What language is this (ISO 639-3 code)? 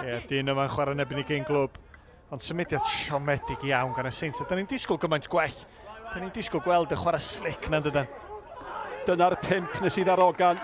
cym